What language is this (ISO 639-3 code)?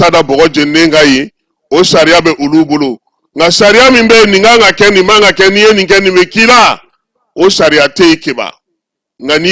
bam